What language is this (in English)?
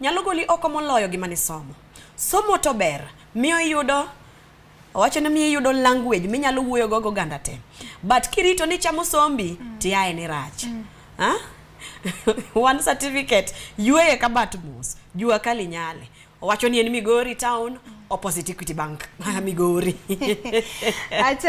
Luo (Kenya and Tanzania)